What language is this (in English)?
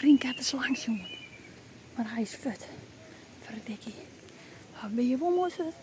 Western Frisian